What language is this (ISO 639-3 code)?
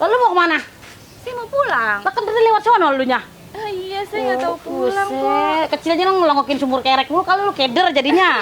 bew